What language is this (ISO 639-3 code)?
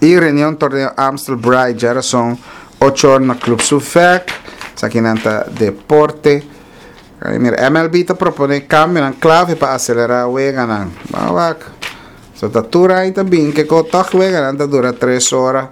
pap